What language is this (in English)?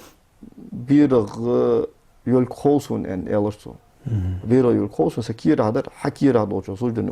Ingush